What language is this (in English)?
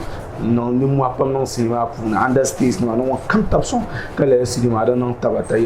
Dagbani